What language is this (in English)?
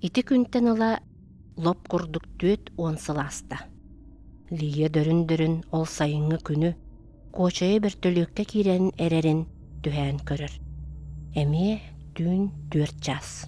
Yakut